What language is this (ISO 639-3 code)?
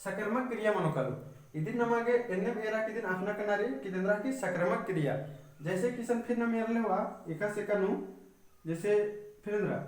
kru